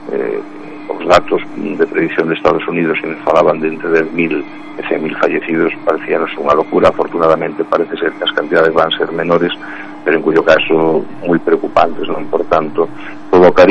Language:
Galician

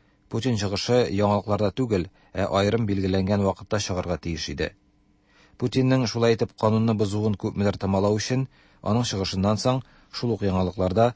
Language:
Tatar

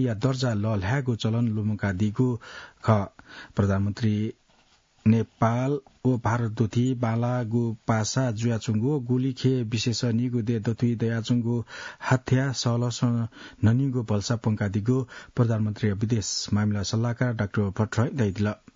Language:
Newari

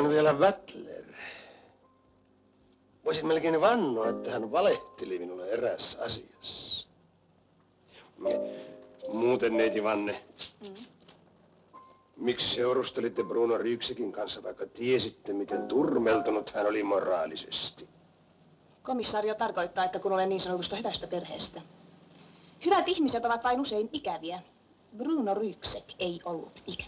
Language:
Finnish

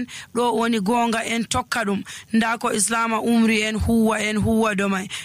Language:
Nigerian Fulfulde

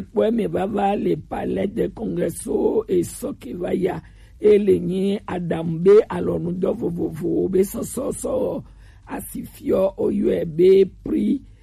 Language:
Gen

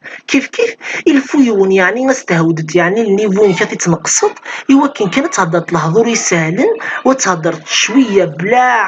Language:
Kabyle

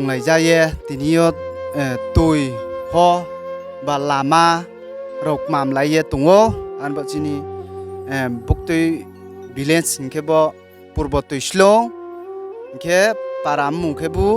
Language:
Riang (India)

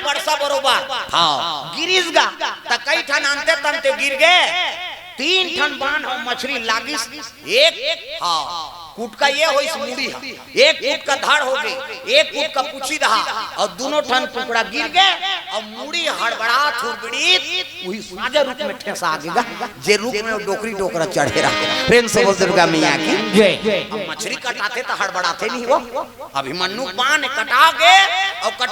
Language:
Chhattisgarhi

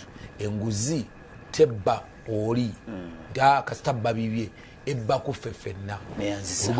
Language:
Ganda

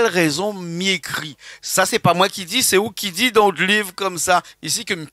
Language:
Réunion Creole French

